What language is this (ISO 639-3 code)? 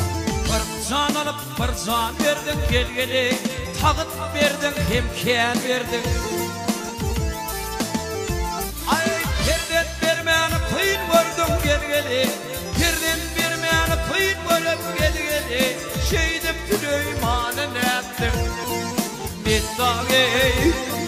tur